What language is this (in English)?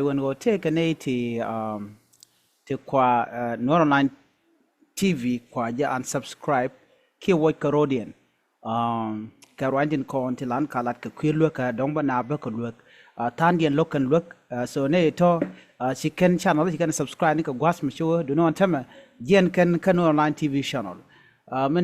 Nuer